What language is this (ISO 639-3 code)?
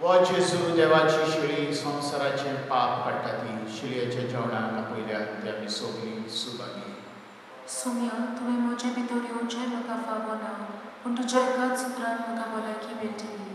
kok